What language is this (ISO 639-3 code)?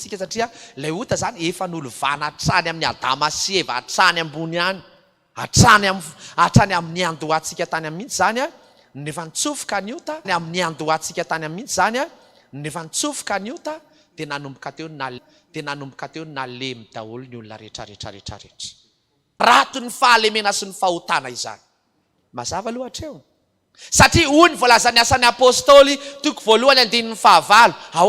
mlg